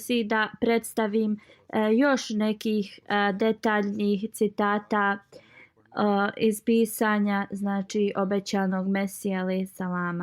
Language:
Bosnian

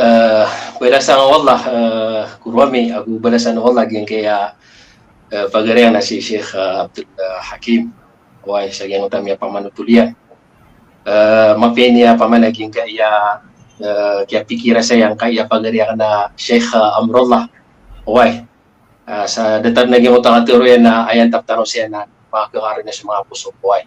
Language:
Maranao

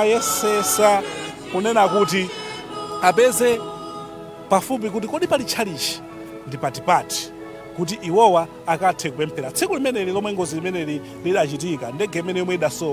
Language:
Nyanja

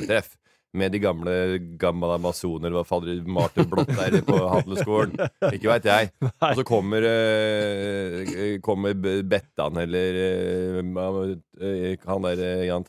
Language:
Norwegian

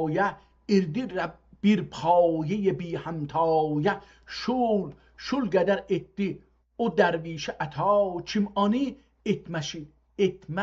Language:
South Azerbaijani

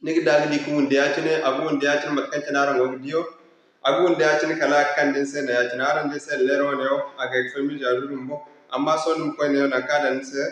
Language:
Zarma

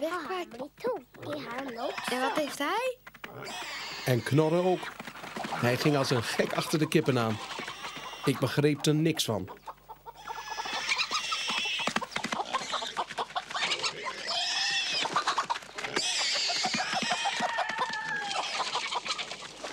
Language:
Dutch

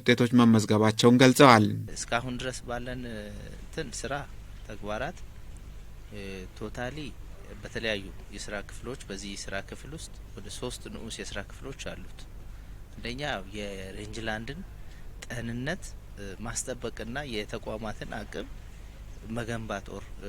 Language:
Amharic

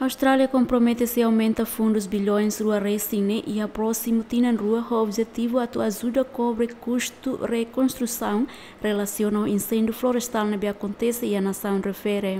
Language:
Tetum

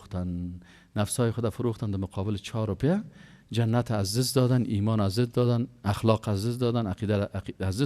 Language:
Persian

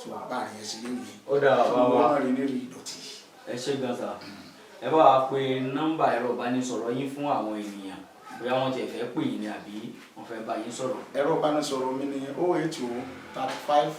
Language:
Yoruba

